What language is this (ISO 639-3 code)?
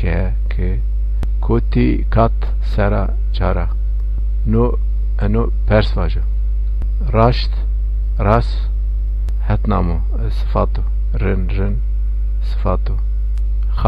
zza